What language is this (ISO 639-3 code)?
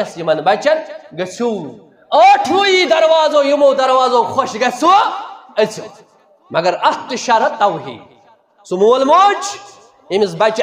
kas